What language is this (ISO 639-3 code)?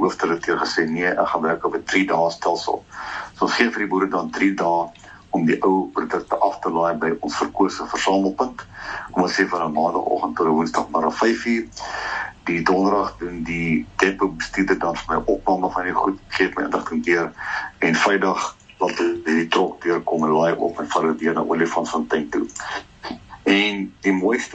afr